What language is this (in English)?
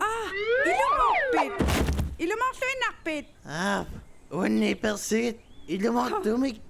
Kalaallisut